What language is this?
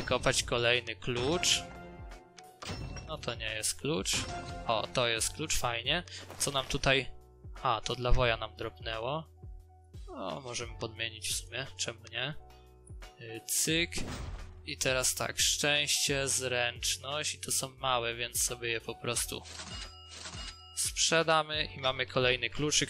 Polish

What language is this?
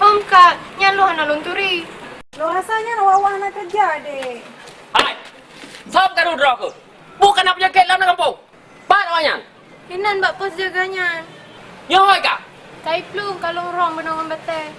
Achinese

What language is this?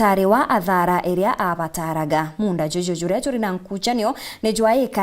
Meru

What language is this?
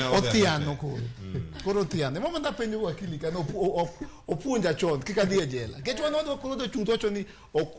Luo (Kenya and Tanzania)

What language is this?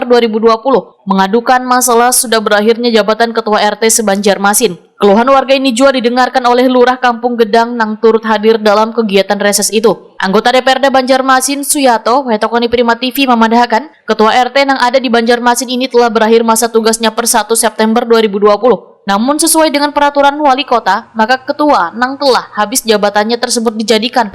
Banjar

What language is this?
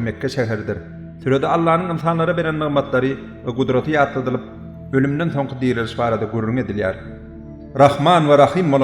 Turkmen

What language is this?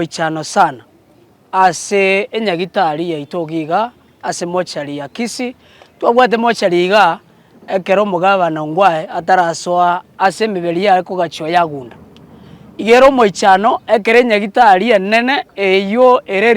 Gusii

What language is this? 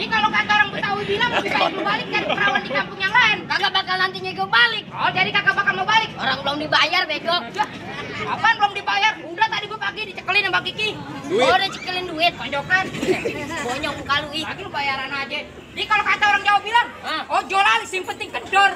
Betawi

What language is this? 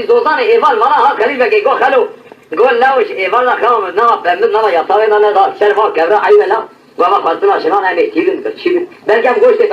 Kurdish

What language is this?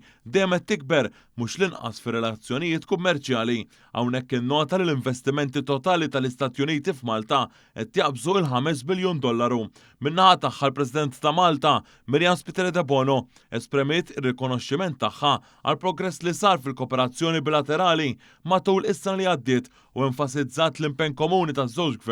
Maltese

